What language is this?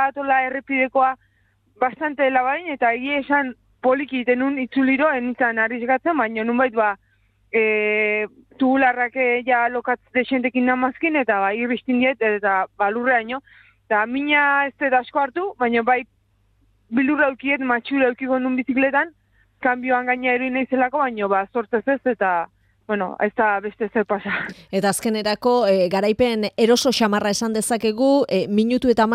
Basque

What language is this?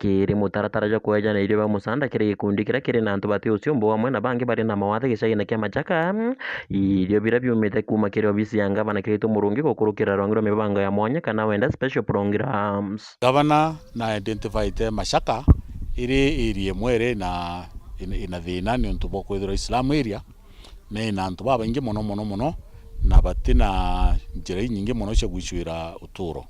Meru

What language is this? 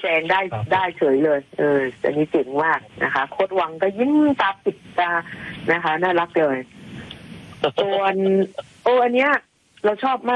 Thai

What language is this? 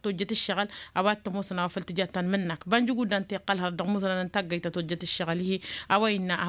Tamasheq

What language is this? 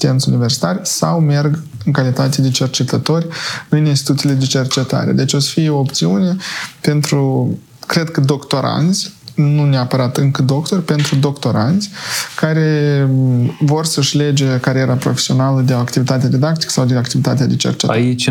Romanian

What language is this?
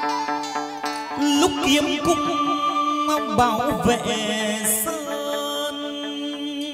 Vietnamese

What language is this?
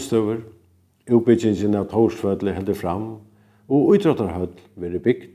Faroese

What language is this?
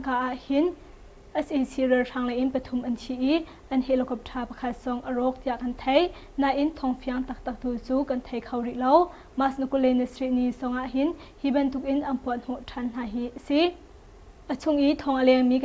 Hakha Chin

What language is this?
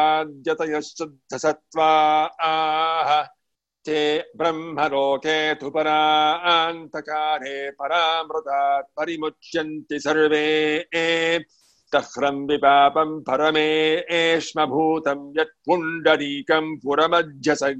Sanskrit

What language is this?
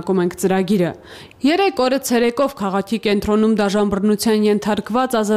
Armenian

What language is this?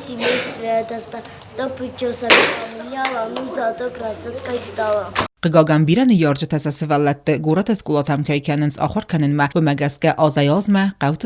Ossetic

